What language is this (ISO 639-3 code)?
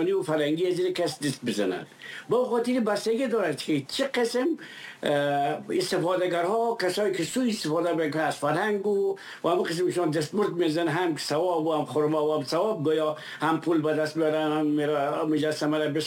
fas